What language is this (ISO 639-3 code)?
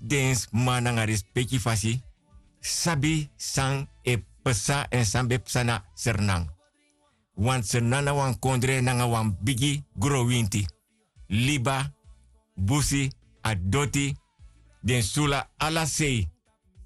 srn